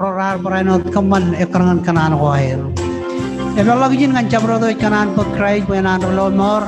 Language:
Marshallese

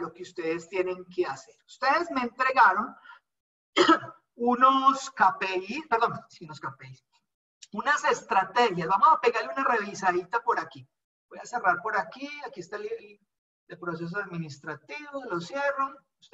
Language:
Spanish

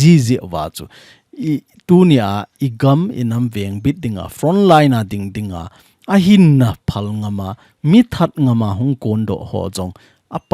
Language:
Thado Chin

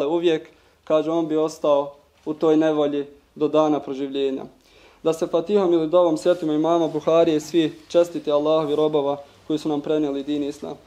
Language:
Bosnian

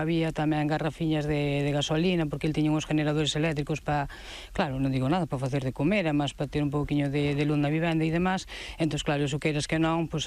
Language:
Galician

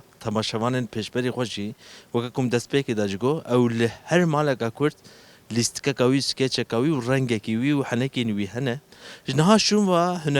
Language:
Kurdish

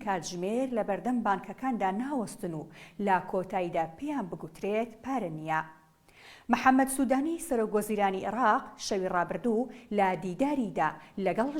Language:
Central Kurdish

